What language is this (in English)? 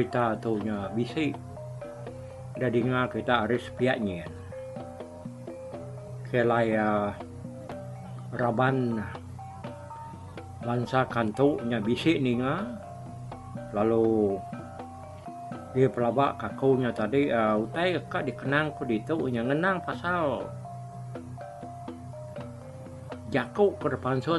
Iban